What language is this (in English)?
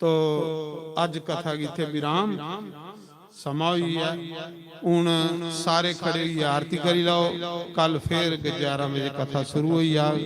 Dogri